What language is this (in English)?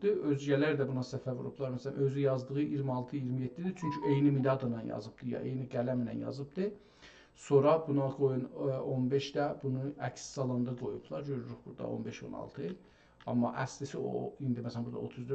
South Azerbaijani